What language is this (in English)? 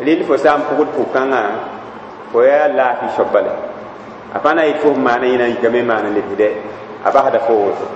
Mossi